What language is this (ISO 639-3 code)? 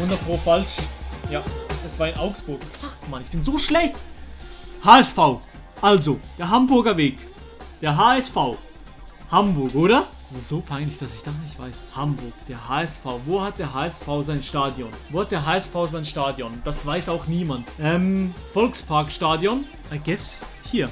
gsw